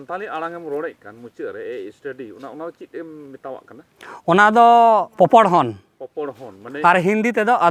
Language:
Santali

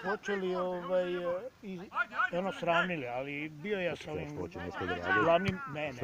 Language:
Serbian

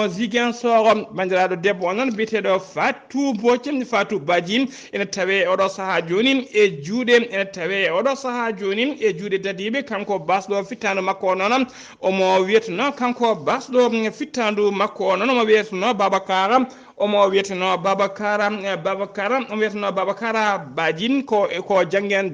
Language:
Fula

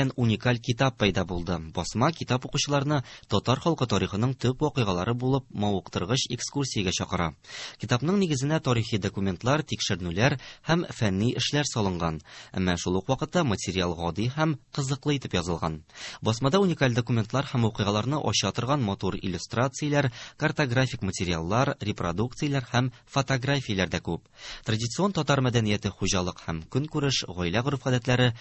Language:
Tatar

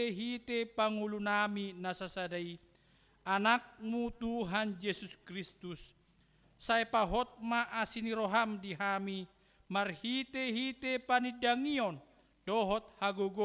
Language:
Batak Toba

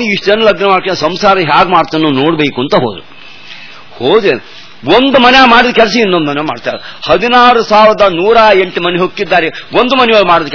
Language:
Kannada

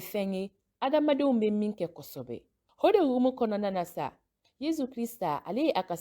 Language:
Bambara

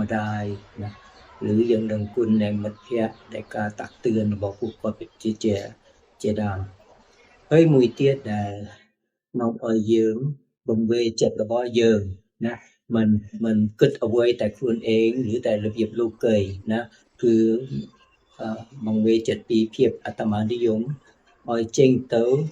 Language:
Khmer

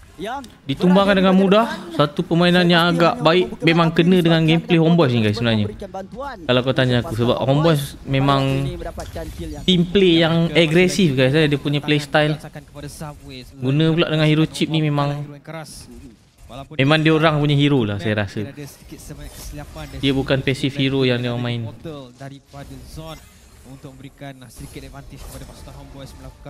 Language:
Malay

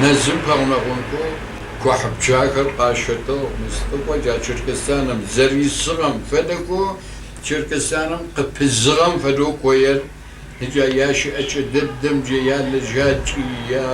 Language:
Kabardian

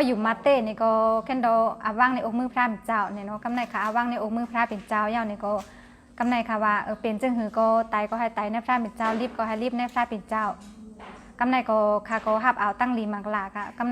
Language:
Shan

